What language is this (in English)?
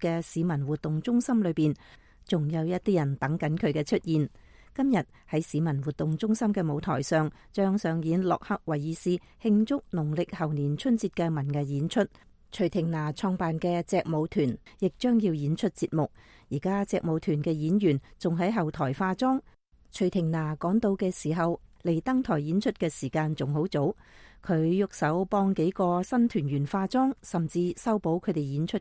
Cantonese